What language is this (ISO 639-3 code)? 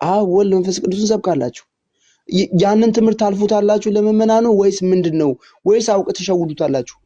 amh